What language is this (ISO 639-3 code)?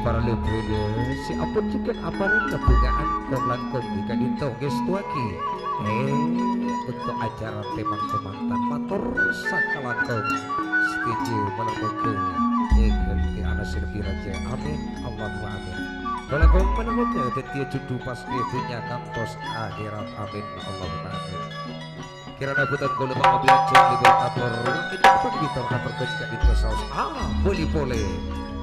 mad